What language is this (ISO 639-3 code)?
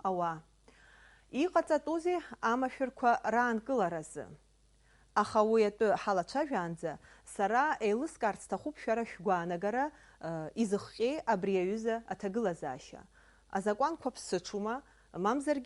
abk